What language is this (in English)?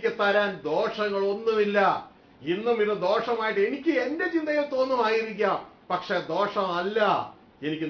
Malayalam